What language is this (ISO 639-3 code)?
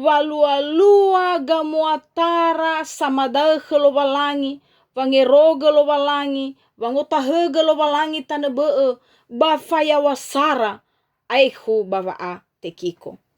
nia